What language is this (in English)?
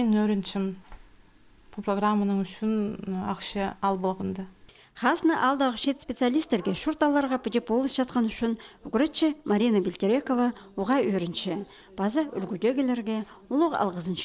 Khakas